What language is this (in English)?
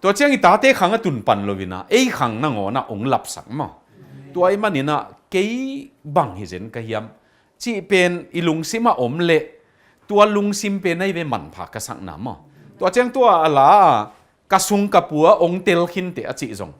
Tedim Chin